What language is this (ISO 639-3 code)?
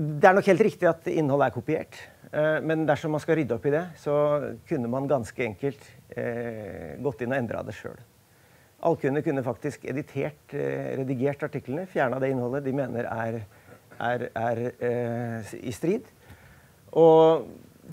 nor